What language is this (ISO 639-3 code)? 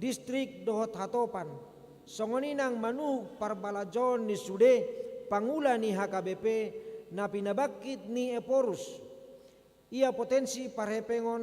bbc